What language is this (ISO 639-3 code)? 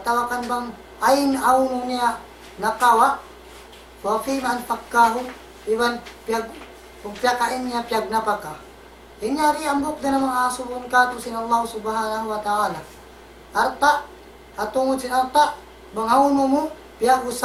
tsg